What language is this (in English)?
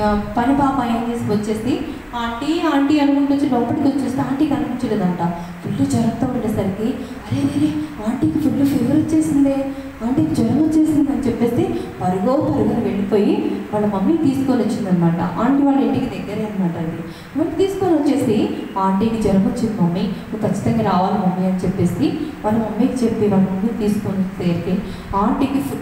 Telugu